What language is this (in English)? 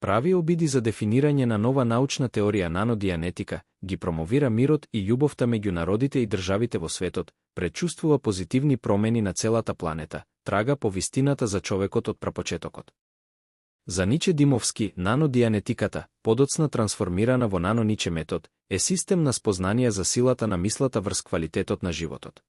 Macedonian